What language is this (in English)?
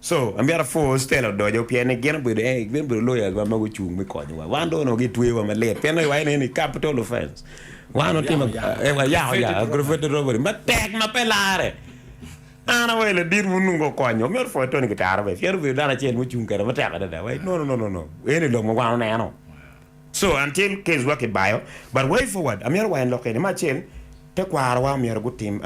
Acoli